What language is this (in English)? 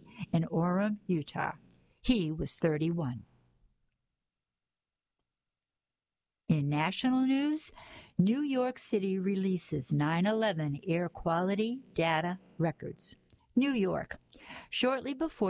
English